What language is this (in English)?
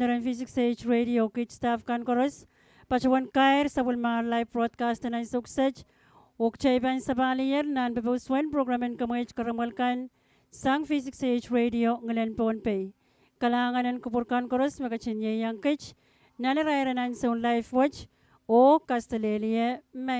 Pohnpeian